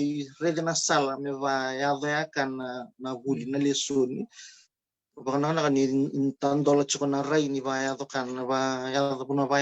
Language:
Fijian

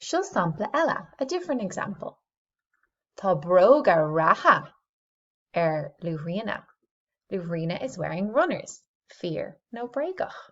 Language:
Irish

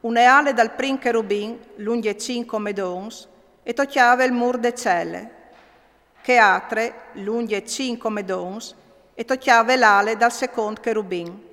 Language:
Friulian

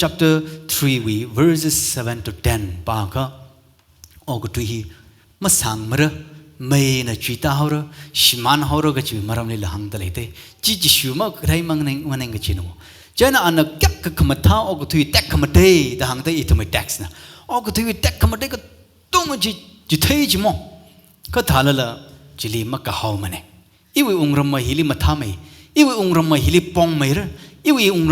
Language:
Tangkhul Naga (India)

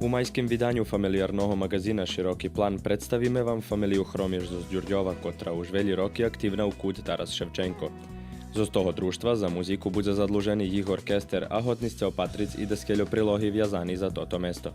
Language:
Rusyn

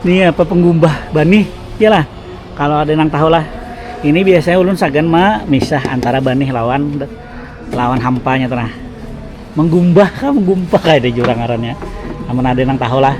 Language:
Banjar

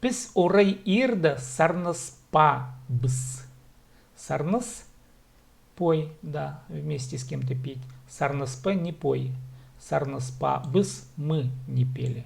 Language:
Khakas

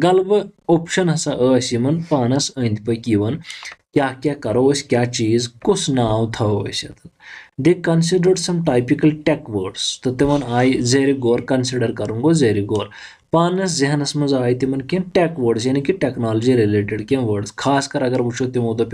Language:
Kashmiri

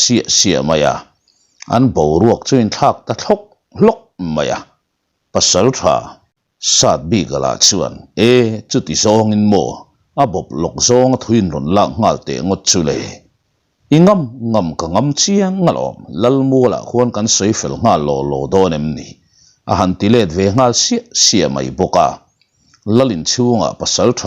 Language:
Mizo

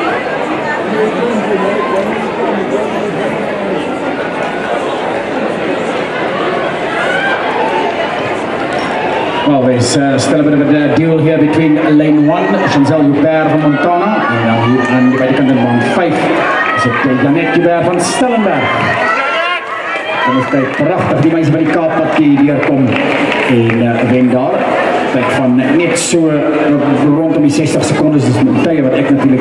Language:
Afrikaans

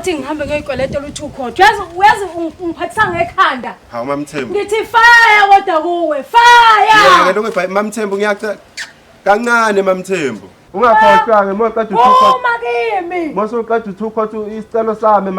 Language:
Zulu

